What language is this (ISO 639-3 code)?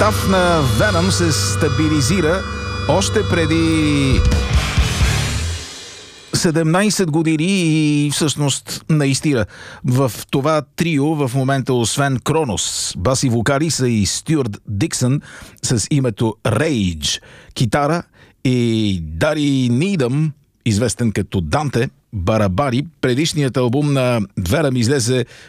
bul